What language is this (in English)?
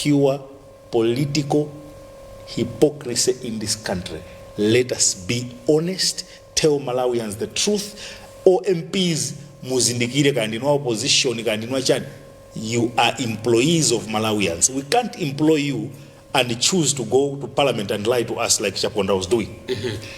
Nyanja